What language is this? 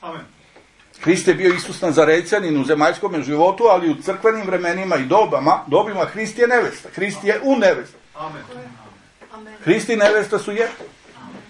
Serbian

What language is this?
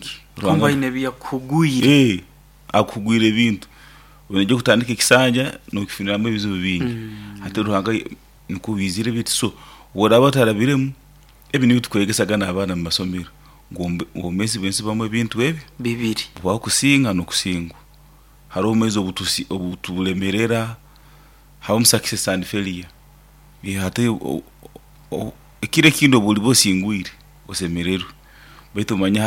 Nyoro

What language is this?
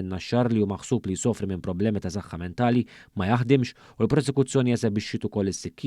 Maltese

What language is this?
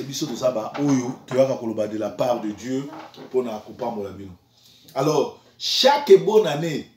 Lingala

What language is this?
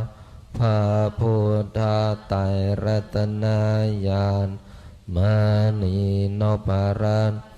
Pali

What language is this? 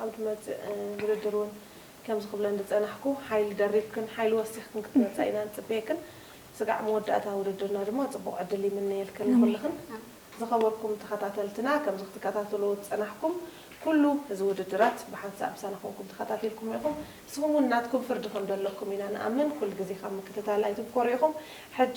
Tigrinya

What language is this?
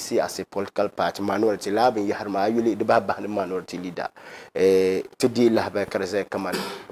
Dagbani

